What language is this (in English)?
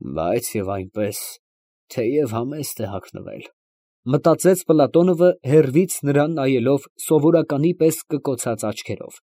Armenian